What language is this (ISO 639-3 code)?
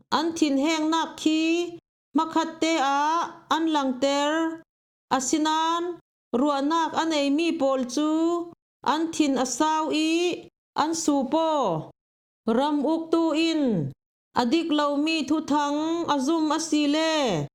cfm